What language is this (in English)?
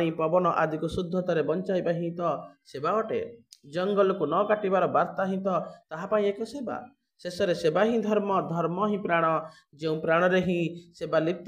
Odia